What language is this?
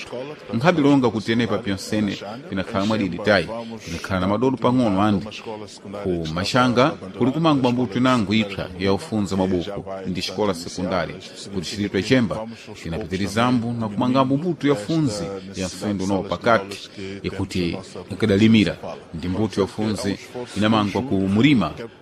Sena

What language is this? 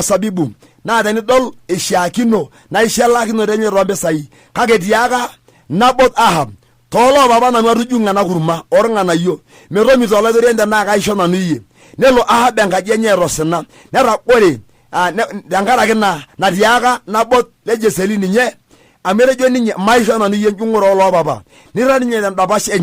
Masai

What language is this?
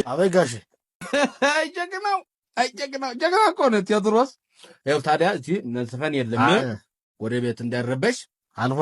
Amharic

